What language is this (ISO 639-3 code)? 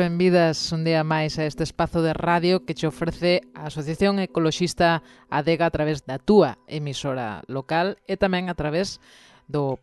glg